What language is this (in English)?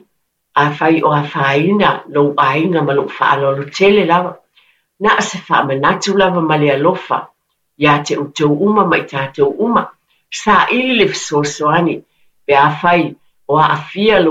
Samoan